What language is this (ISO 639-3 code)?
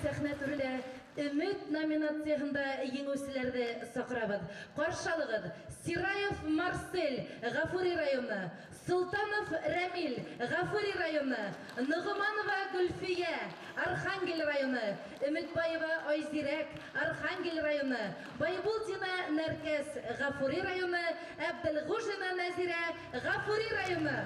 bak